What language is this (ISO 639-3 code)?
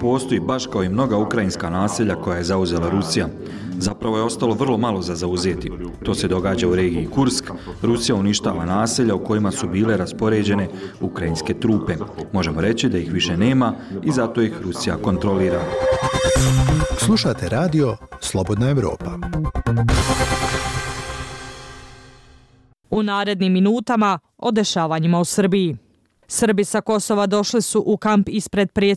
bos